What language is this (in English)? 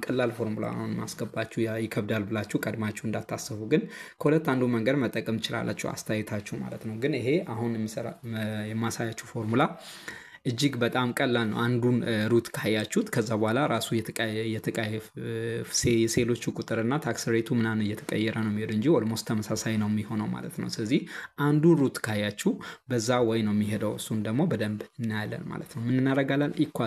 Amharic